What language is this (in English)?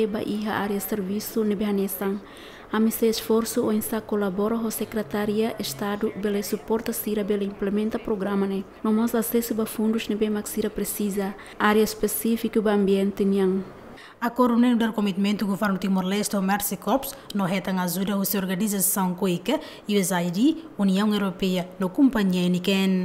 Tetum